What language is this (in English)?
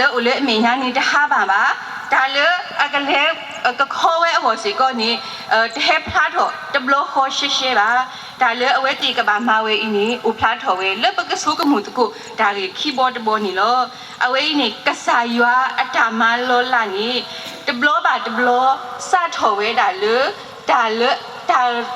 S'gaw Karen